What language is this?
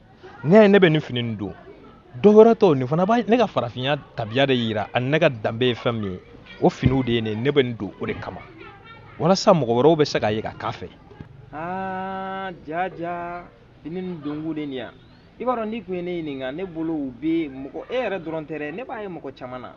Bambara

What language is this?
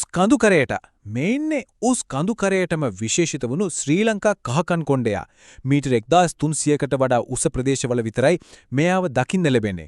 Sinhala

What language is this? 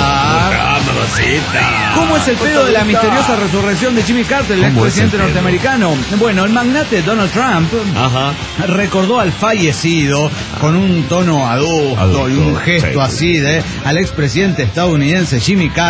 Spanish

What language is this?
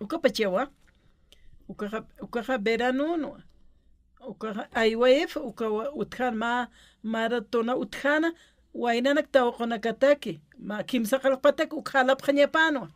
Aymara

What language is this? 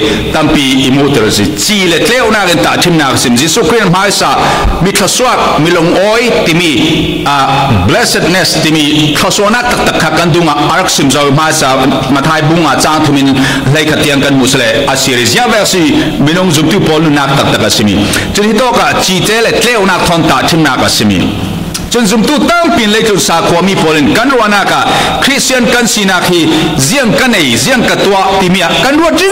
Falam Chin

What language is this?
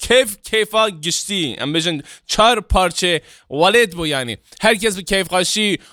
Kurdish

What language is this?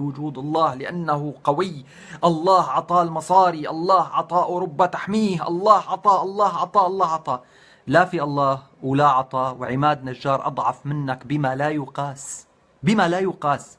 North Levantine Arabic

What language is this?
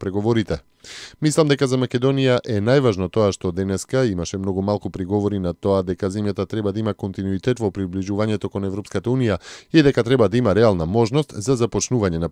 Macedonian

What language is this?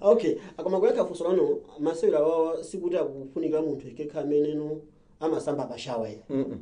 Nyanja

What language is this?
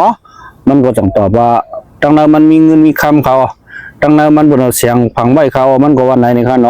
Shan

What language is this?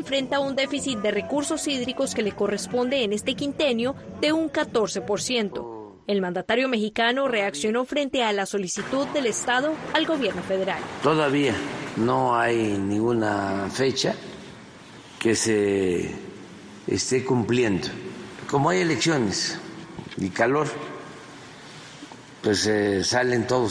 Spanish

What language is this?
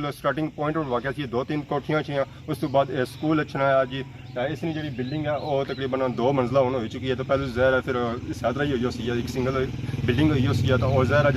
Pahari-Potwari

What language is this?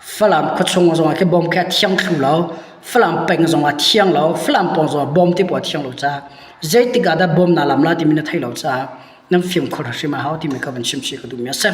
Hakha Chin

